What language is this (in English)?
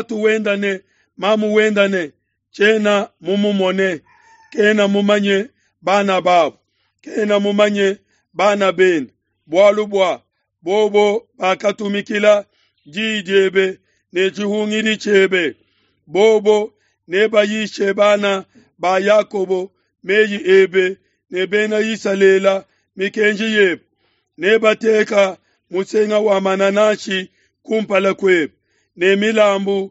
Luba-Lulua